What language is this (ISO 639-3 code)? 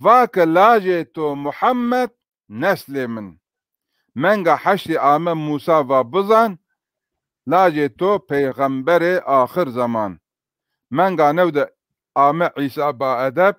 zza